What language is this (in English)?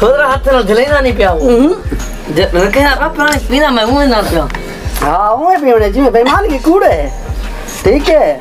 Saraiki